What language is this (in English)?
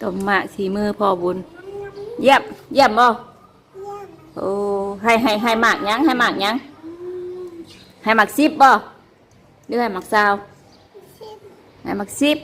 Northeastern Thai